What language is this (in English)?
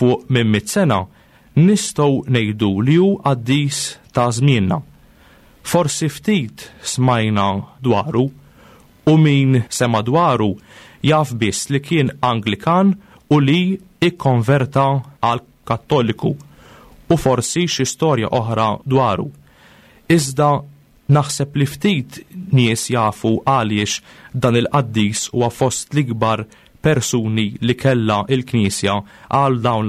Maltese